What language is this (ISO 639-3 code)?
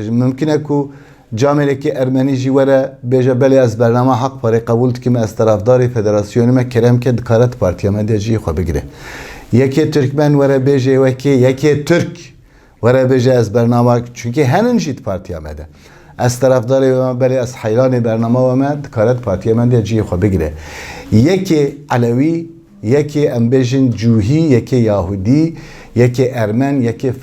kur